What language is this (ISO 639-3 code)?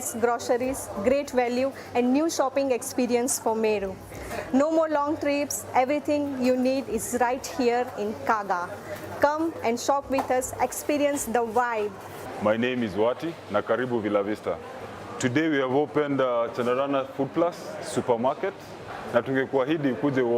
mer